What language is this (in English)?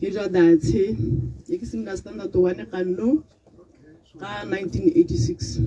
Tswana